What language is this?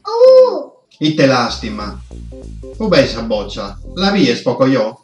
Sardinian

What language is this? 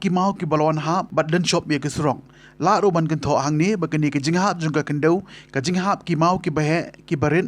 Khasi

